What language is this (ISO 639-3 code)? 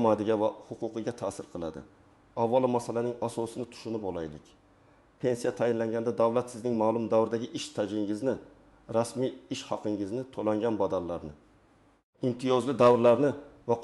uzb